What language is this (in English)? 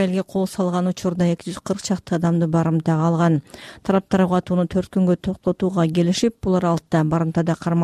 Kyrgyz